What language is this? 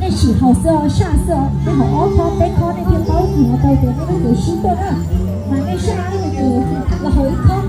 Hmong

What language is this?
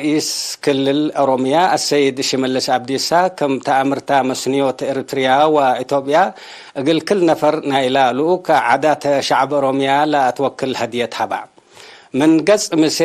Tigre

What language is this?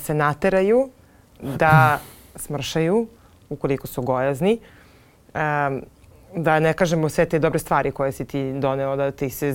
Serbian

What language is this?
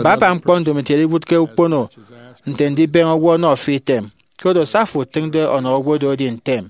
Efik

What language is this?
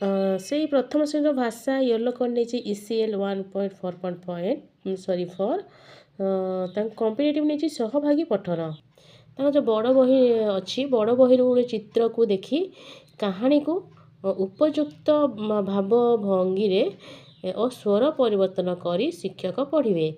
Odia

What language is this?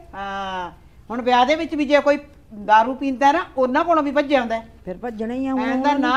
Punjabi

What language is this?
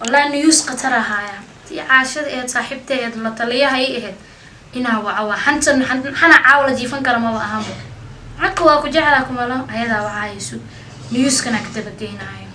Somali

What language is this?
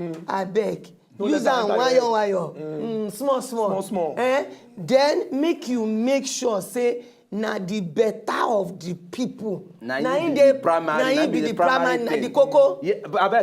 Nigerian Pidgin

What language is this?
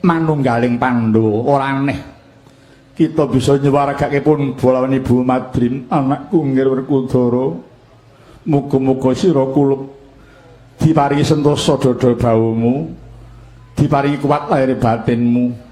Javanese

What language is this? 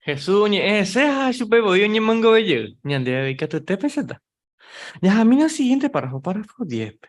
Guarani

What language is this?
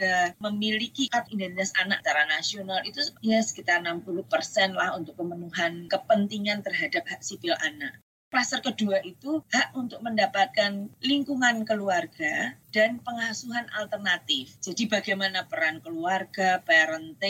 Indonesian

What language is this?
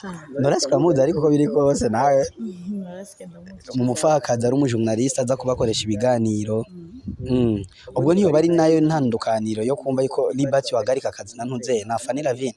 Rundi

